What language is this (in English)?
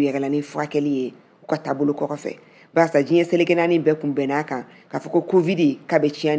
Bambara